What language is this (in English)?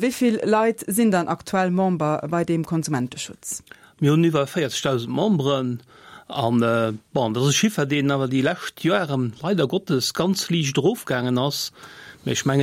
Luxembourgish